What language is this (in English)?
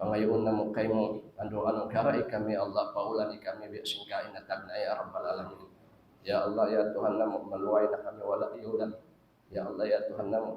Tausug